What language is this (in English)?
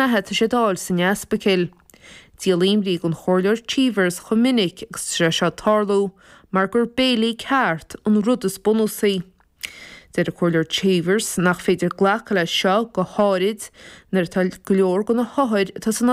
Irish